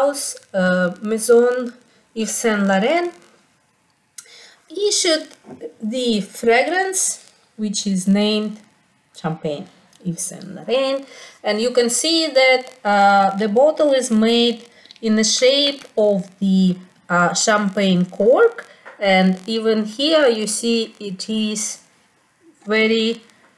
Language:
English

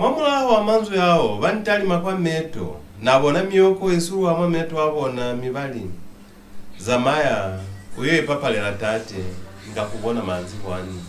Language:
Lozi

